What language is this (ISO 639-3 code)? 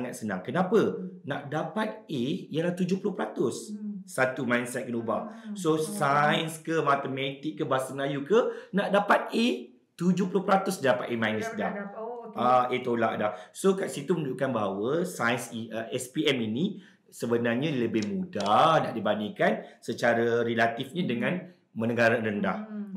msa